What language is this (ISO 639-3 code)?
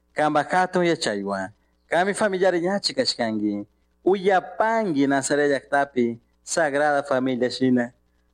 qug